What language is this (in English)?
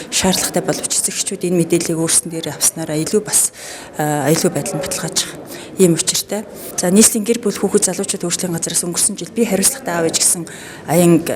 Mongolian